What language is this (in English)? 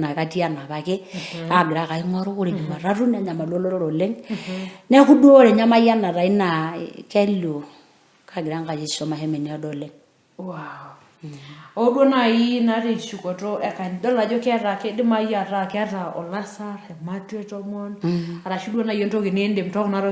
Masai